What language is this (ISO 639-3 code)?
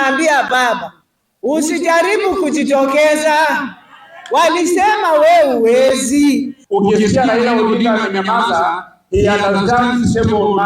kam